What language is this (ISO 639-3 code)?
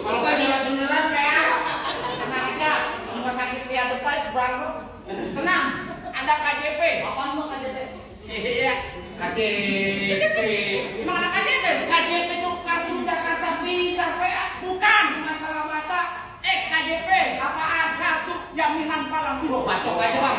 bew